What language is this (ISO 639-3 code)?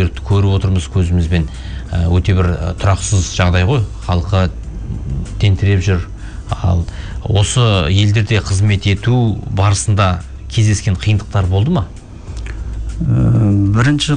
kaz